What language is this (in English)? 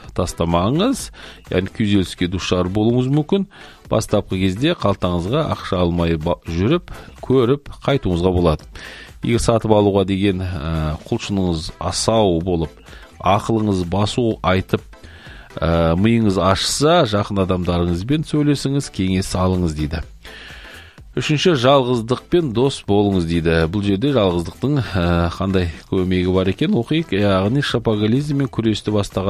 Kazakh